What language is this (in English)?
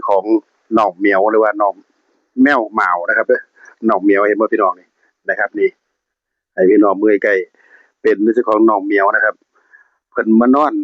Northeastern Thai